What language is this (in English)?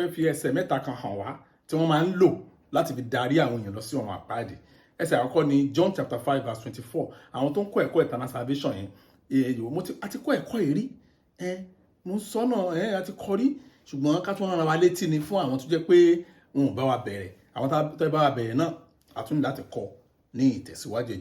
Yoruba